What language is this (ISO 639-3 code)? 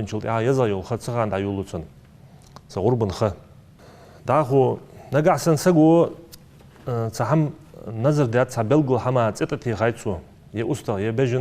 inh